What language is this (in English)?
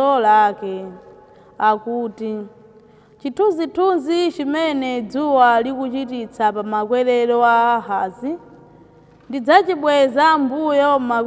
Nyanja